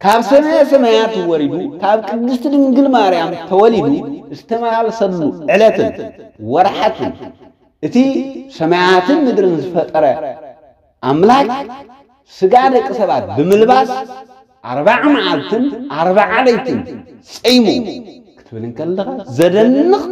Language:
Tigrinya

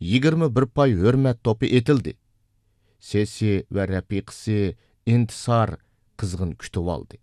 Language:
Uyghur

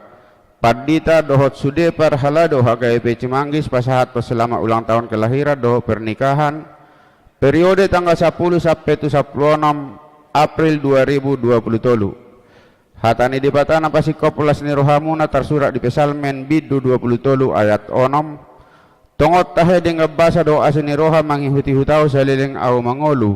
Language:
Batak Toba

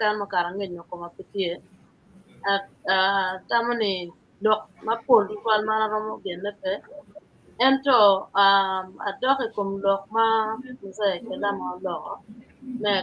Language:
Acoli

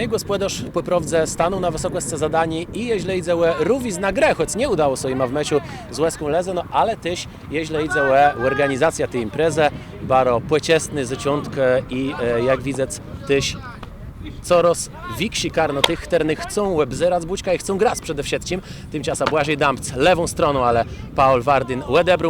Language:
Kashubian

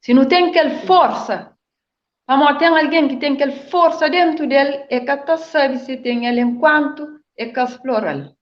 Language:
Kabuverdianu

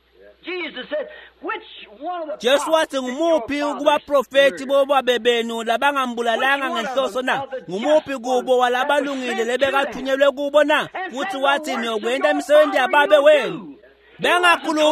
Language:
Swati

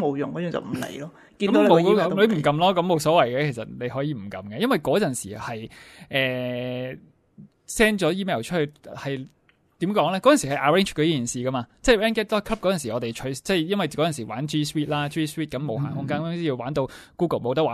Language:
Cantonese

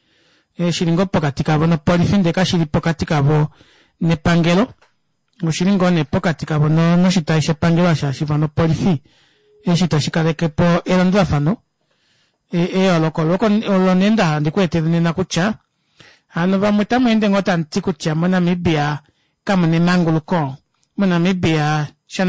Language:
Kuanyama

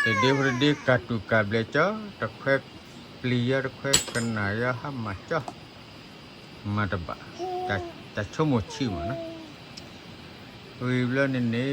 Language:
S'gaw Karen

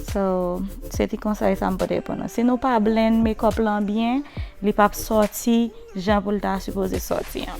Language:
Haitian Creole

